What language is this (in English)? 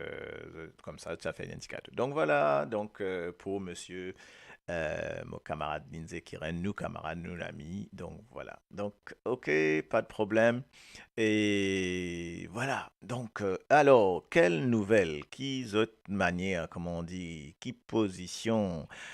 Morisyen